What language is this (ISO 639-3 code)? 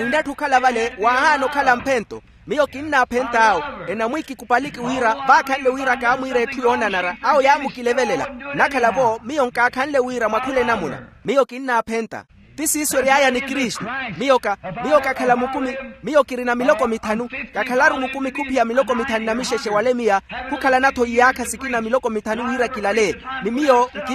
vmw